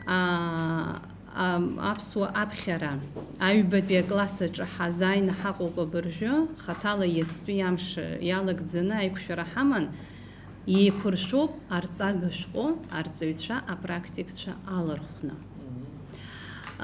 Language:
Abkhazian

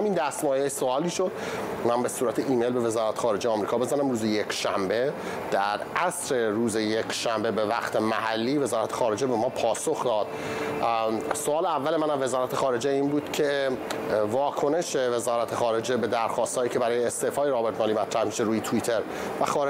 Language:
Persian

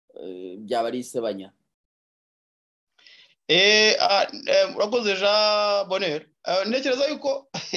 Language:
Kinyarwanda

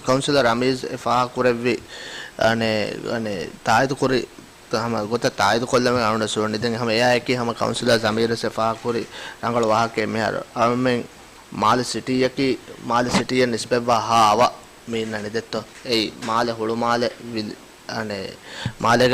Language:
Divehi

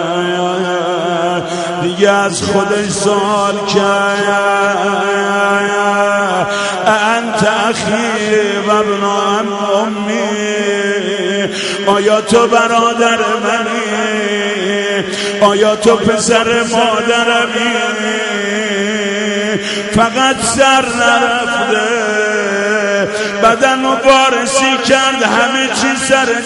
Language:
Persian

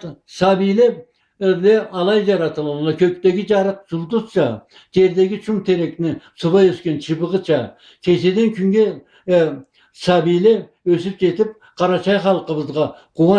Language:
Karachay-Balkar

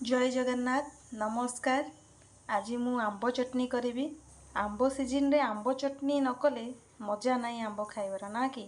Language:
Odia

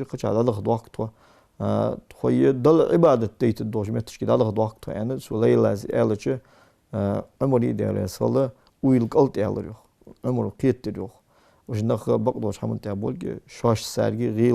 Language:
Ingush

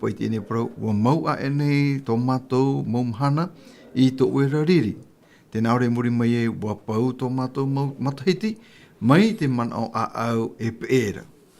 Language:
Tahitian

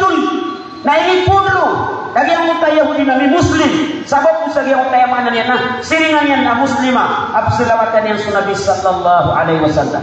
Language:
Maranao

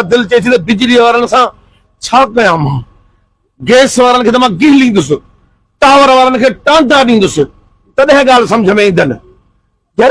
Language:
Sindhi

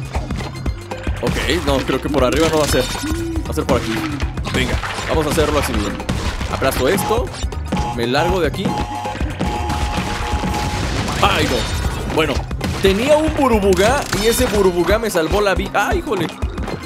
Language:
Spanish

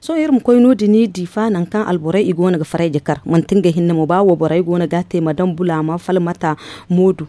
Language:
Zarma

